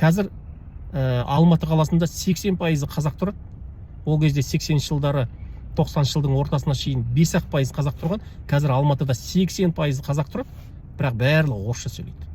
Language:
Kazakh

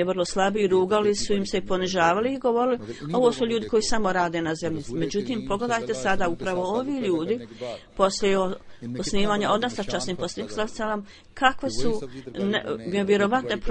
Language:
Bosnian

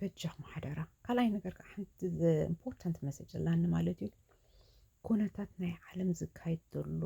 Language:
Tigrinya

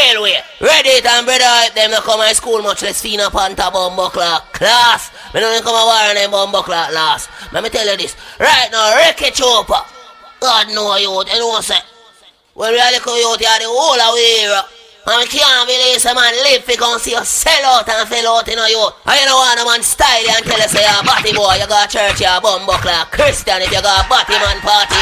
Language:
Jamaican Creole English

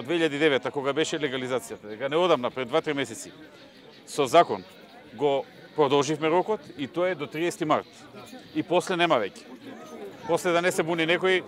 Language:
Macedonian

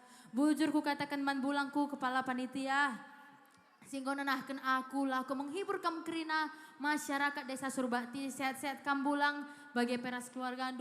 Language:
Batak Karo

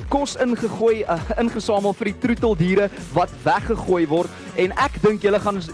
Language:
Afrikaans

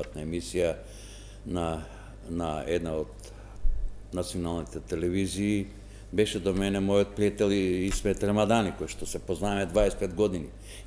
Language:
Macedonian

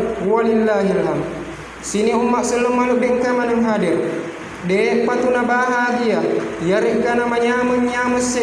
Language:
Buginese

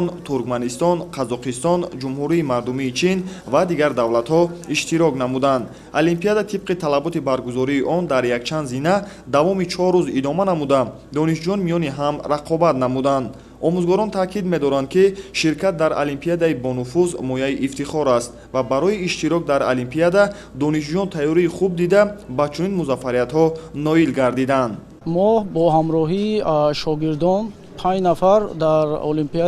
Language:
Tajik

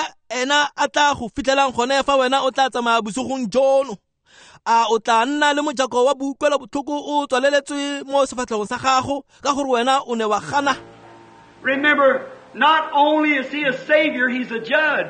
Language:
Tswana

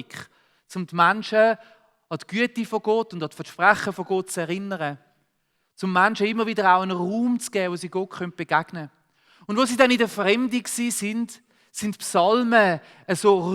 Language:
Swiss German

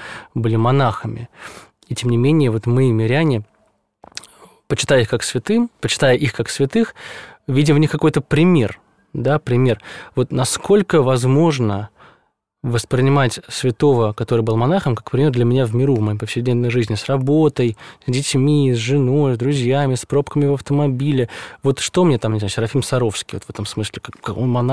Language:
Russian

